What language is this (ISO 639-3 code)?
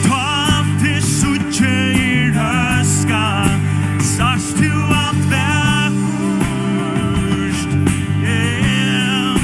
fao